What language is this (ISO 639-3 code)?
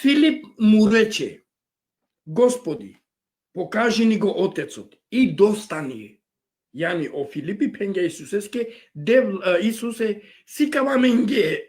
rmn